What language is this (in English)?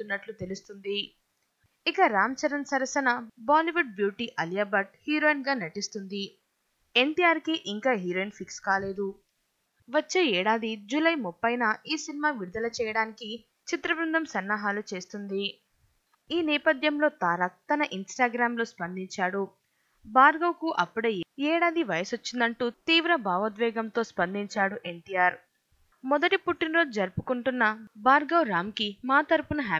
Telugu